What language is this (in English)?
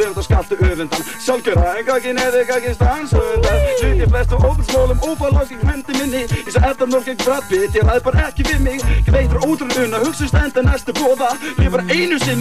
Icelandic